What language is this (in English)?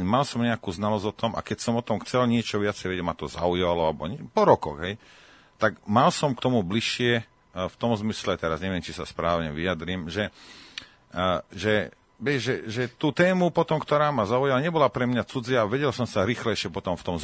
Slovak